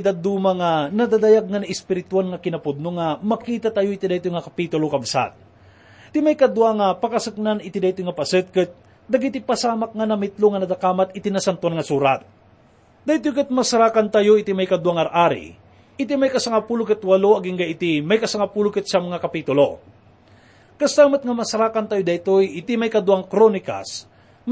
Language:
Iloko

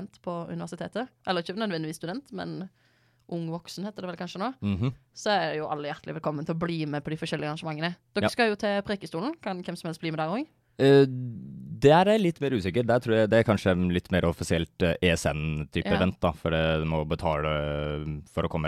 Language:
Norwegian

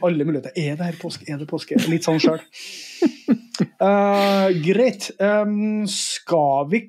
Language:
Norwegian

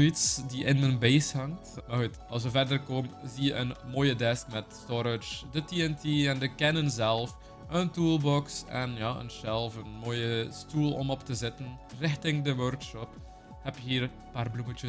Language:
Dutch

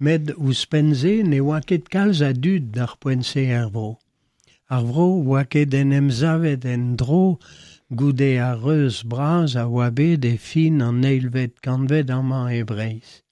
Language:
Breton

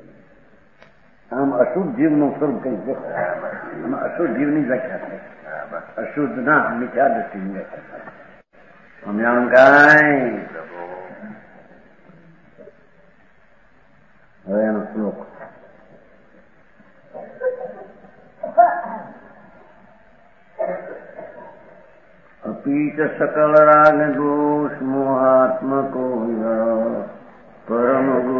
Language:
Gujarati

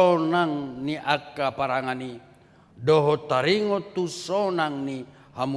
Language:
Batak Toba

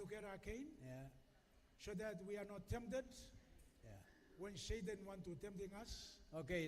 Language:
Gilbertese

